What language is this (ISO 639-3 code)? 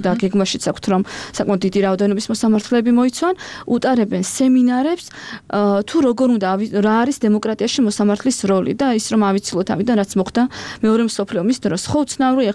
kat